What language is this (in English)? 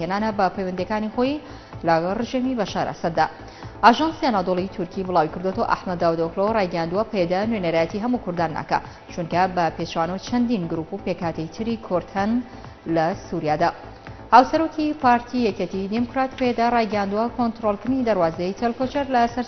Central Kurdish